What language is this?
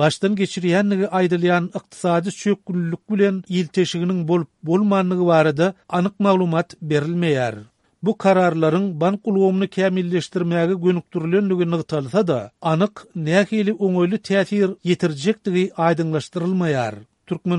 Turkmen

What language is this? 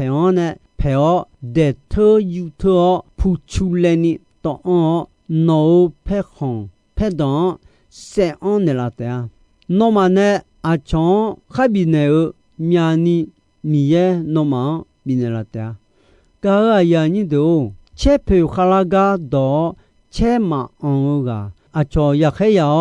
Akha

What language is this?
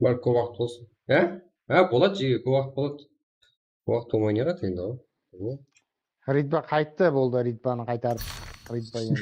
Kara-Kalpak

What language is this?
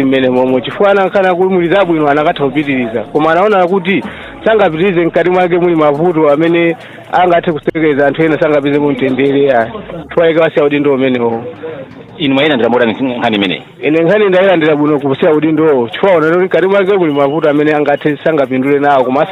Nyanja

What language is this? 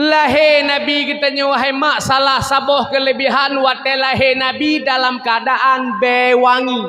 Achinese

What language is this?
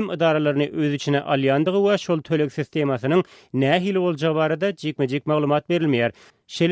Turkmen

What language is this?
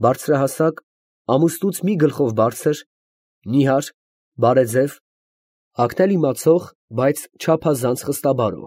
Armenian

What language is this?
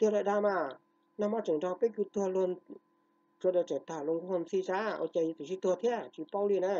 Hmong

